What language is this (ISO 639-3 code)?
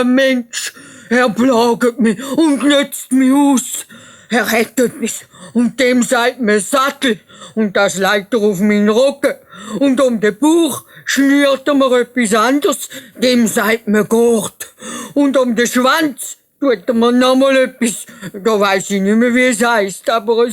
gsw